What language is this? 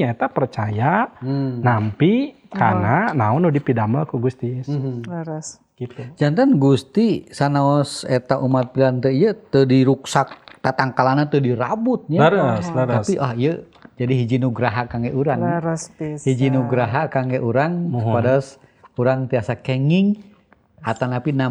Sundanese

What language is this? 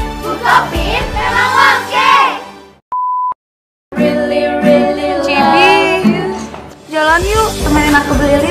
Indonesian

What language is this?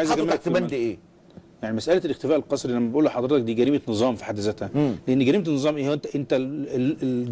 Egyptian Arabic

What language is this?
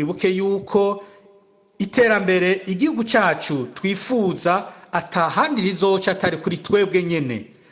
Rundi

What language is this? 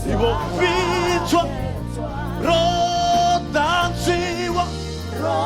Venda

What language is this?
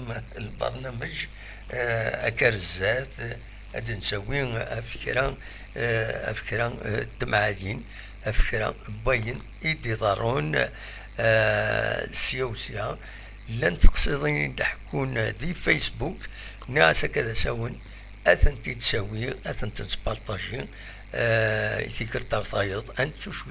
Kabyle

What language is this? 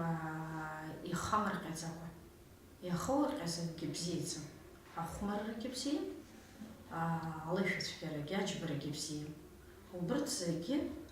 Abkhazian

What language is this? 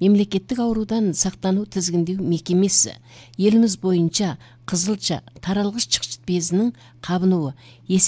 Kazakh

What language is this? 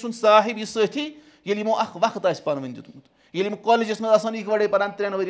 Kashmiri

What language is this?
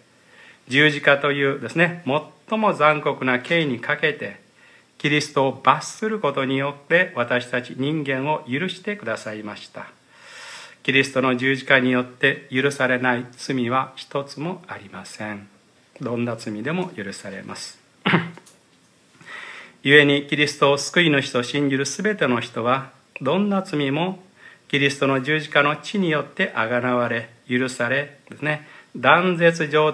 Japanese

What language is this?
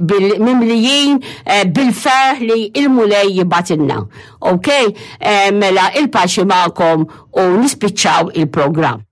Maltese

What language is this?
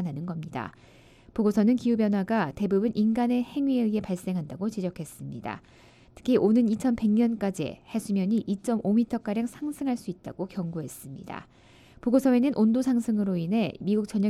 Korean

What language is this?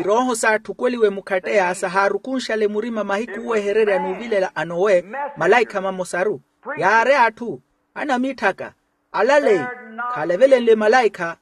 Makhuwa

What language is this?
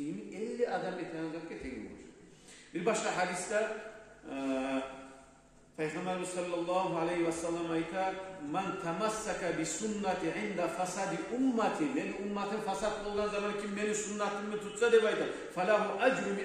Kumyk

